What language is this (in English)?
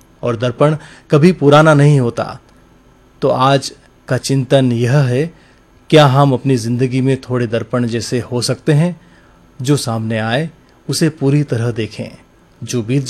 Hindi